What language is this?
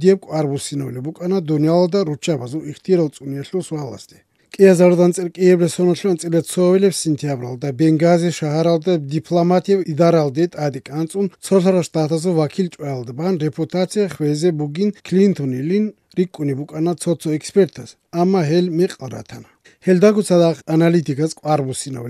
Avaric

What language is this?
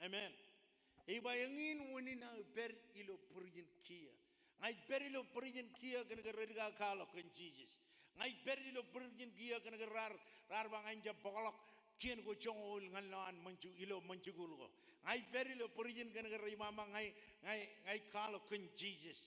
Marshallese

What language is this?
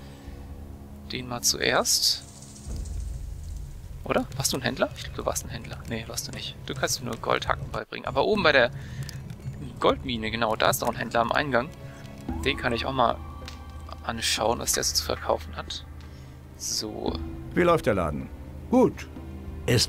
German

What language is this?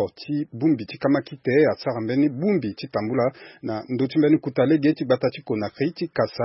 Sango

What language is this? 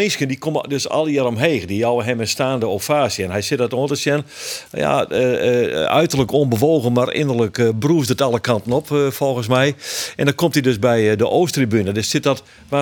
Western Frisian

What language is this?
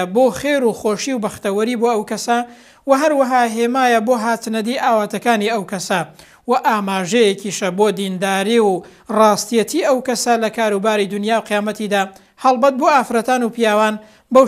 Central Kurdish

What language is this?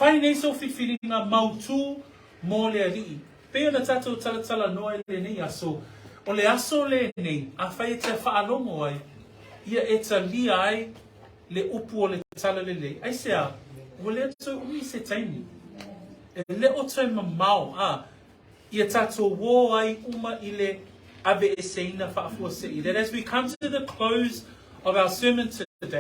Samoan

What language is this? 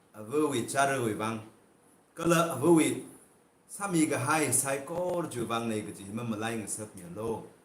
Tangkhul Naga (India)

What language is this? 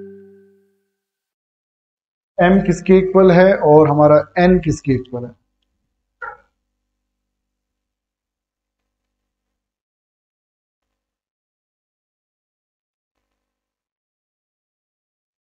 Hindi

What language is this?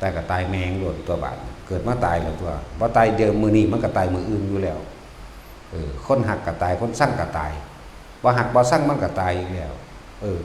Northeastern Thai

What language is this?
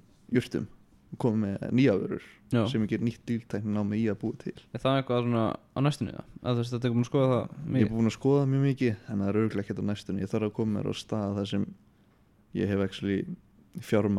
Icelandic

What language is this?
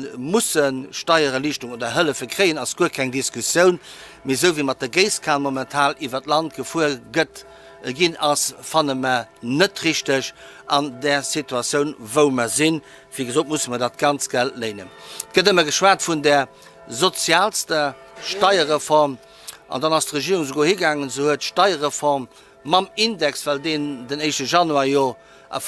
Luxembourgish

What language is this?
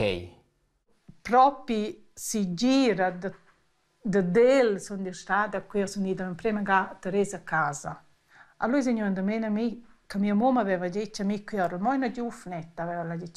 Romansh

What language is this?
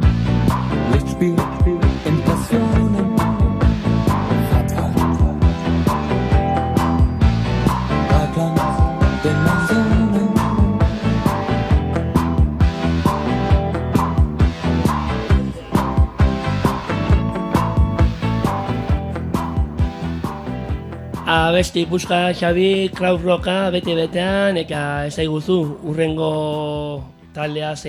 Basque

